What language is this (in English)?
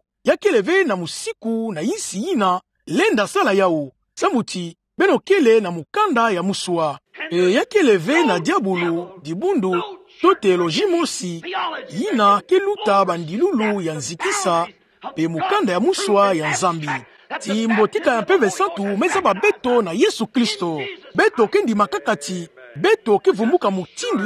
Kituba (Democratic Republic of Congo)